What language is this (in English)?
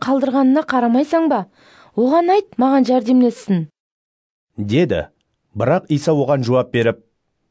Kara-Kalpak